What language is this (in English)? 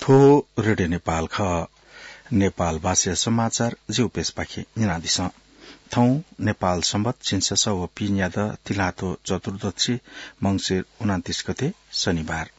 Newari